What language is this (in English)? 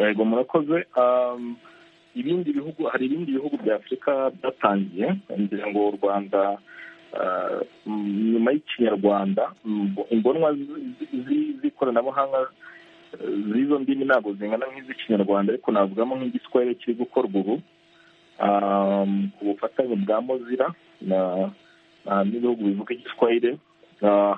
Kinyarwanda